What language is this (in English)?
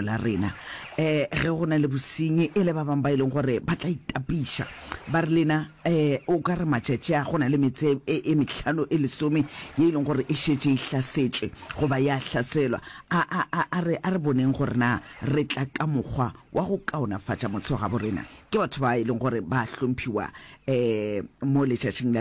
Northern Sotho